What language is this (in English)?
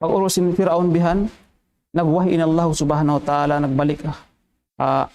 Tausug